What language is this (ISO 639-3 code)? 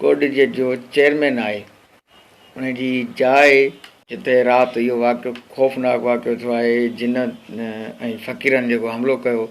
snd